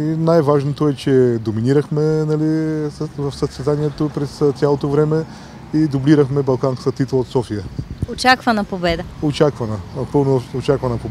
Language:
Bulgarian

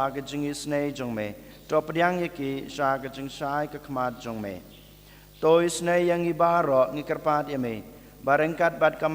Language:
Khasi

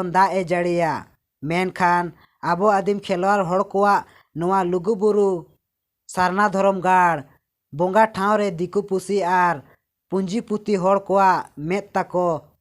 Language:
Santali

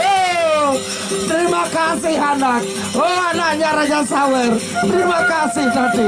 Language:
Sasak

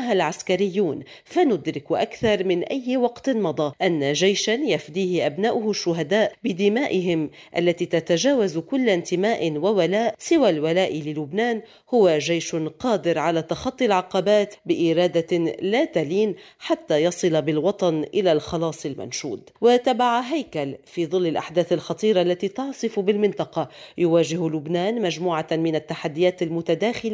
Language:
Arabic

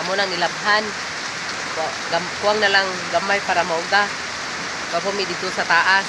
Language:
Cebuano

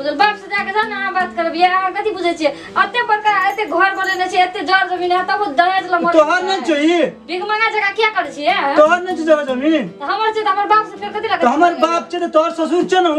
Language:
Maithili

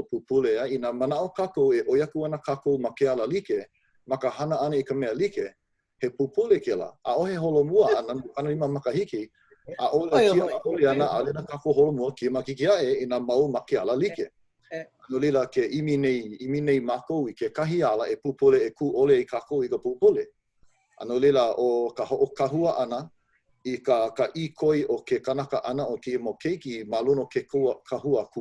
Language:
Hawaiian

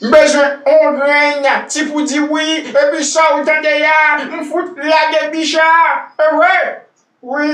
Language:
Haitian Creole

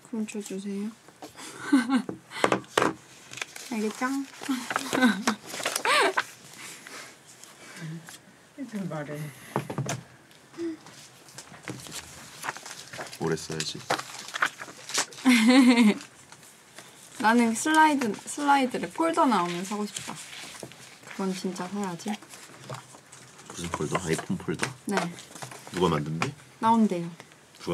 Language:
Korean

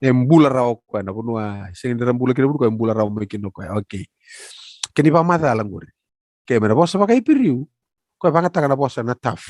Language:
Fijian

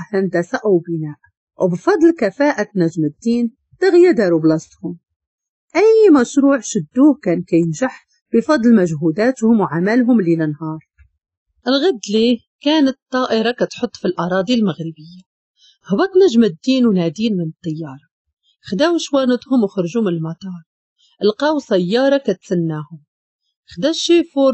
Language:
Moroccan Arabic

